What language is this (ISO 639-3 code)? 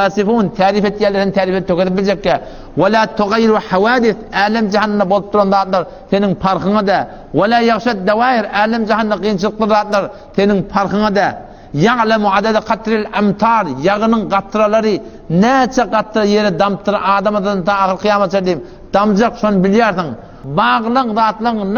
tuk